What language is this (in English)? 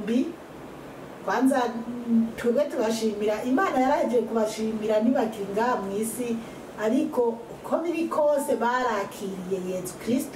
Rundi